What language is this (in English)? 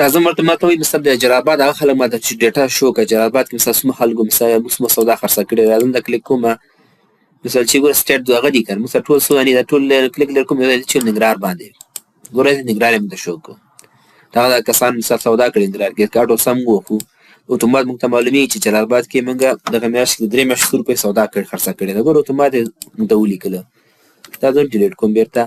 Pashto